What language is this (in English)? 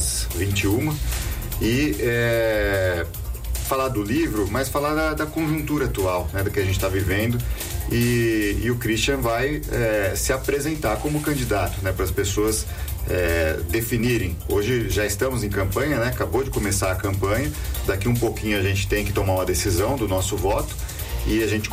Portuguese